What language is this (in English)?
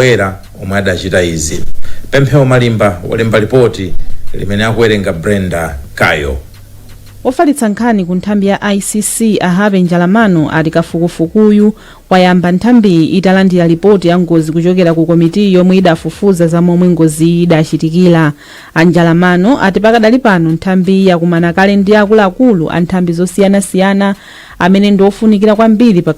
Nyanja